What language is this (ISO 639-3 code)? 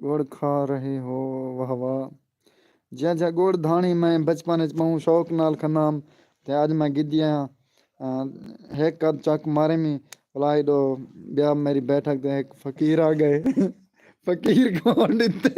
skr